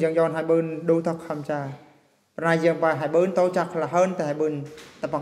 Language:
Eastern Bru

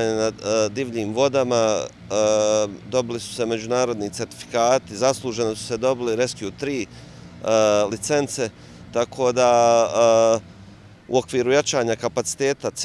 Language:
Bosnian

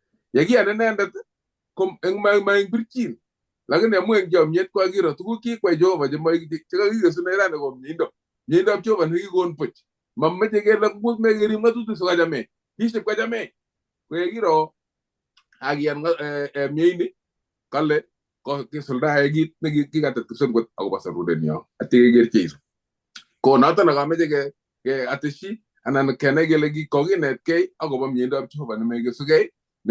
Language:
Kalenjin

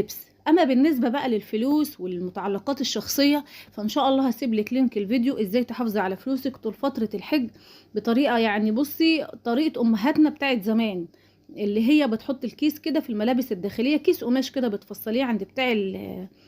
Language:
Egyptian Arabic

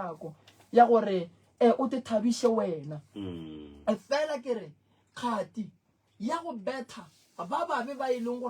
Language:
Northern Sotho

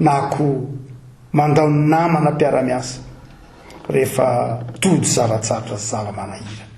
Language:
Malagasy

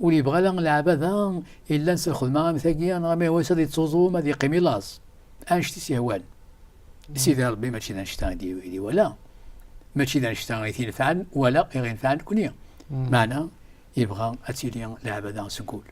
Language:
Kabyle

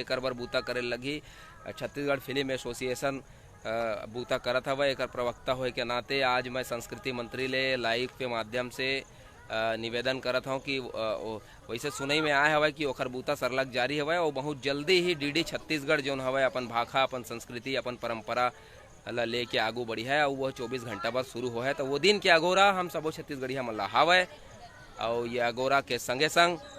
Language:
Chhattisgarhi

